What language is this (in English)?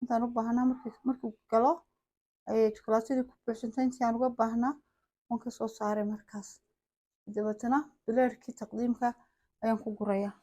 Somali